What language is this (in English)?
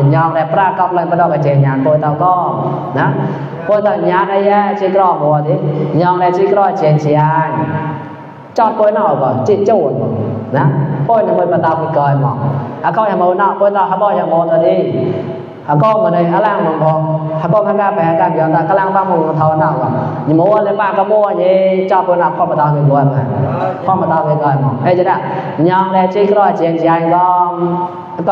Mon